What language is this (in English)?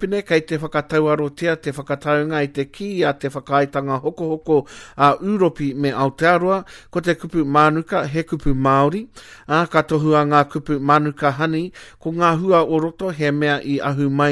Māori